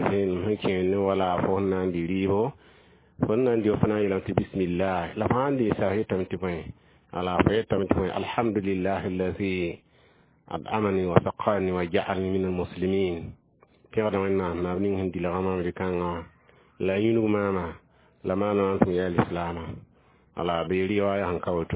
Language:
Mossi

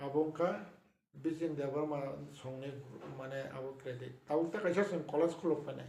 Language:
Kok Borok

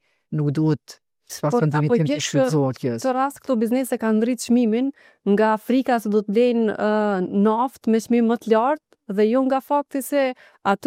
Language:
Albanian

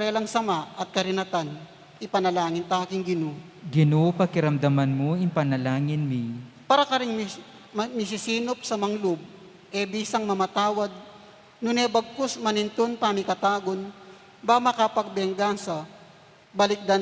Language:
Pampanga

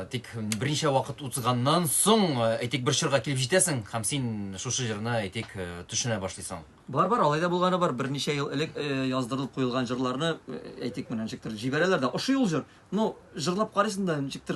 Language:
Tatar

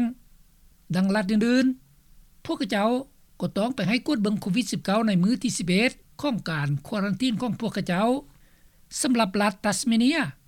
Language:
Lao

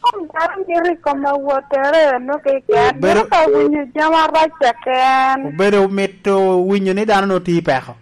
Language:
Lango (Uganda)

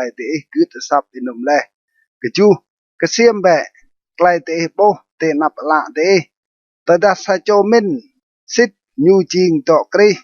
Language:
Rade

